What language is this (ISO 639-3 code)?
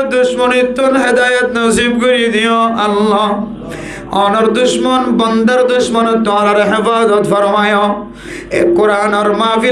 rhg